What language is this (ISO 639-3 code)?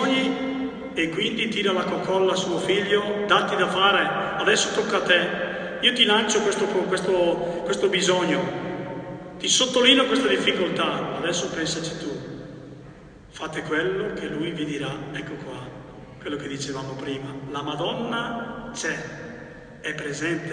ita